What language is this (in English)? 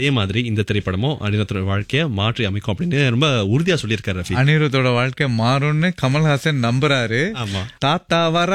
Tamil